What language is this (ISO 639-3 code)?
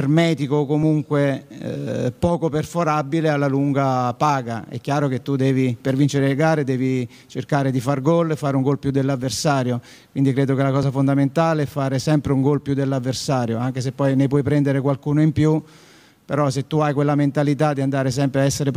ita